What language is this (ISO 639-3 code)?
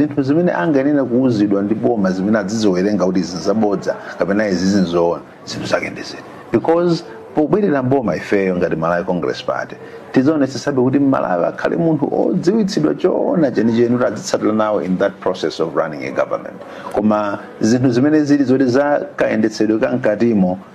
nya